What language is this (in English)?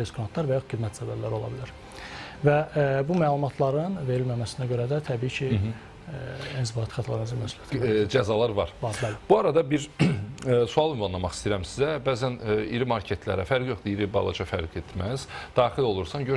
Azerbaijani